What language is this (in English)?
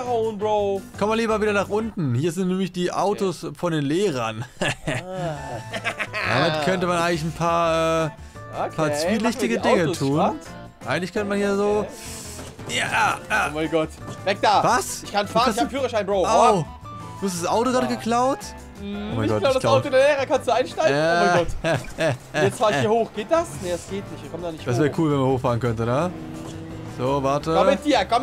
German